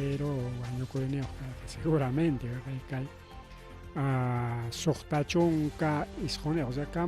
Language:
Ayacucho Quechua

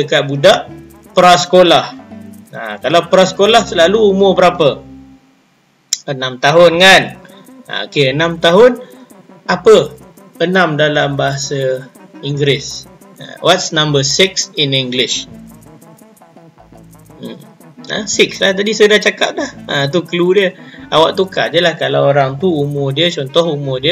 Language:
Malay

